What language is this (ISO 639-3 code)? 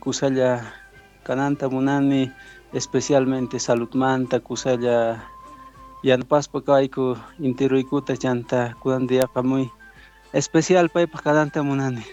que